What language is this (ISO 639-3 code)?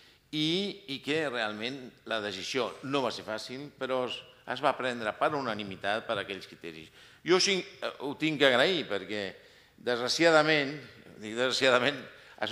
cat